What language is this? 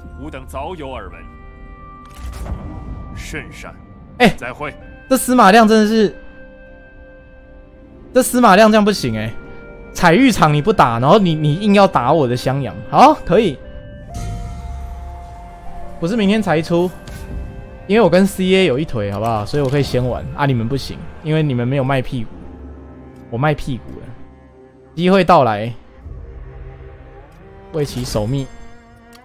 Chinese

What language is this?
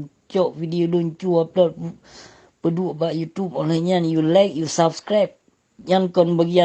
Achinese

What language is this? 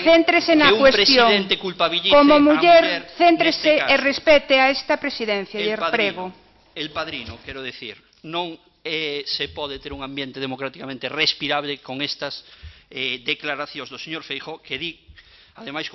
Galician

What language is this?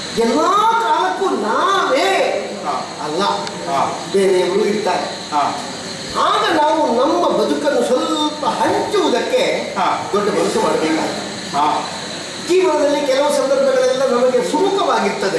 Kannada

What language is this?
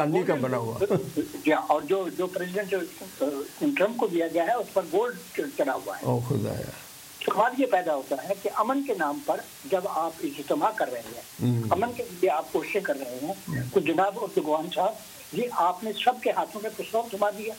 Urdu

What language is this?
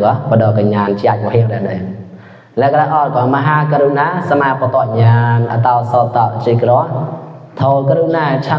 Mon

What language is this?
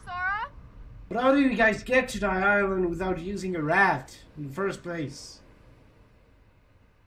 English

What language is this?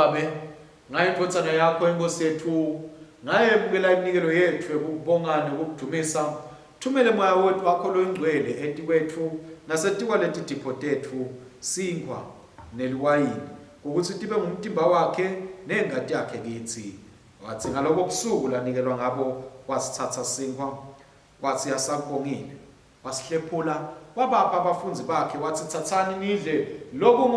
Swati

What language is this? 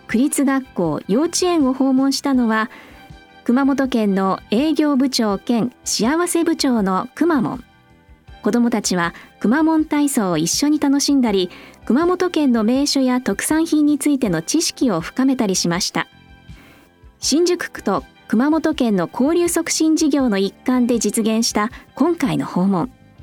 Japanese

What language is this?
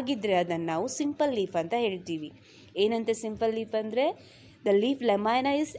Kannada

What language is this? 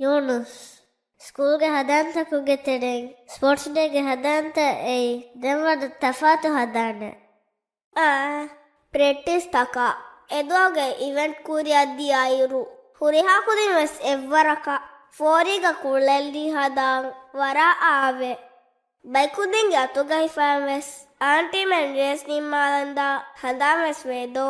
Divehi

